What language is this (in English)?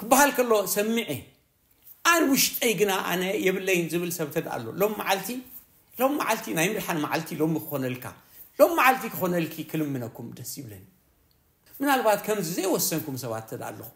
Tigrinya